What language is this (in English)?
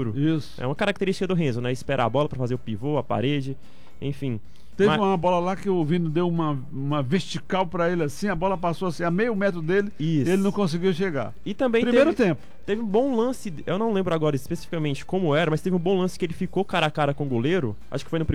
Portuguese